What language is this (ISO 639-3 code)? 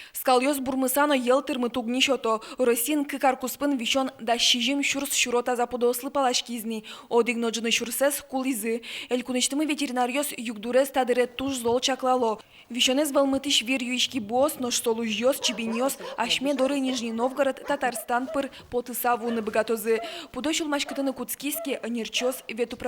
udm